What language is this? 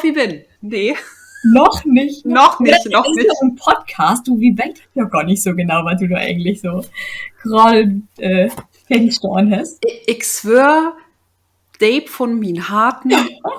Low German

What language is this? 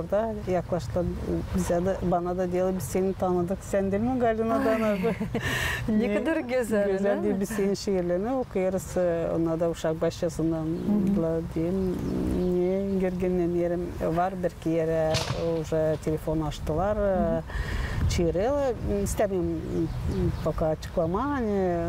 Gagauz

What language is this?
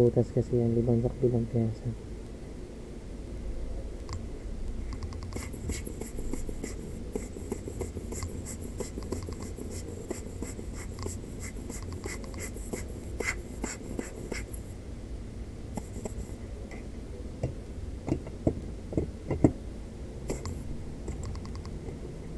Filipino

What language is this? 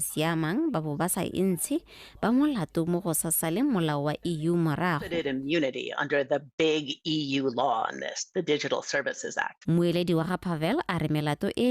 Tswana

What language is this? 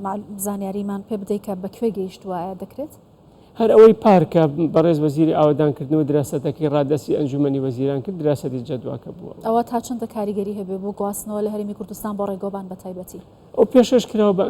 Central Kurdish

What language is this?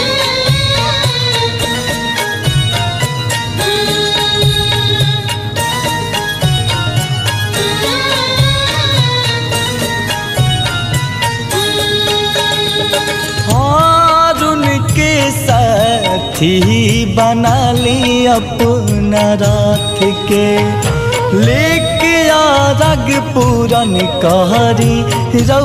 Bhojpuri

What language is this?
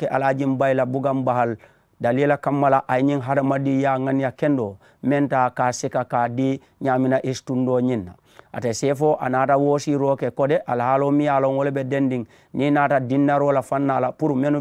Mandingo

